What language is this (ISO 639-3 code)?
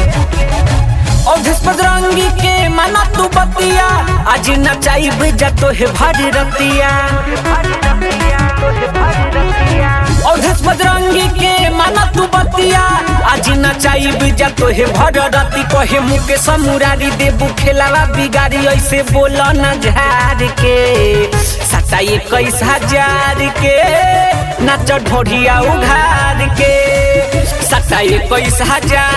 bho